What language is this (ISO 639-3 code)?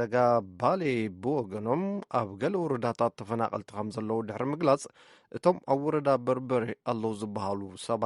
tir